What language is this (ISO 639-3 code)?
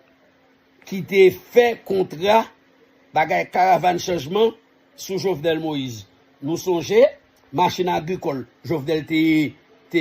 hat